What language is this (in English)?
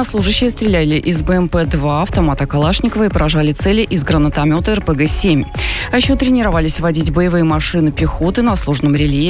Russian